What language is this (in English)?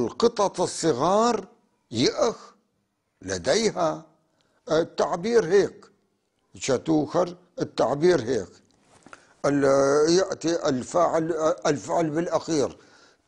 North Levantine Arabic